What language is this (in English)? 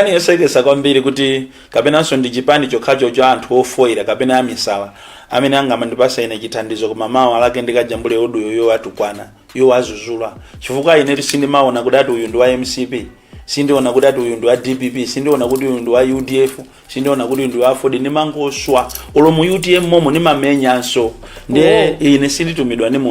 Nyanja